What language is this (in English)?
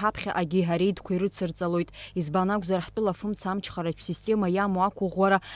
Abkhazian